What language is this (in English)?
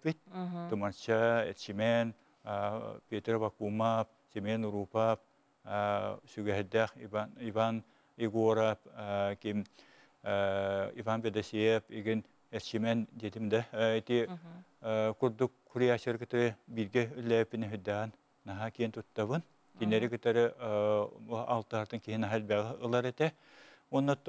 Yakut